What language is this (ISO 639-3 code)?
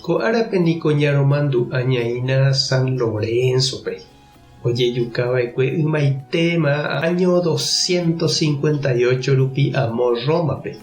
grn